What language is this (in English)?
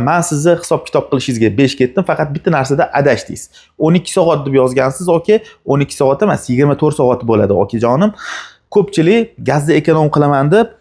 Uzbek